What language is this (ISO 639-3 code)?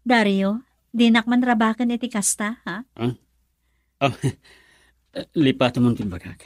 ilo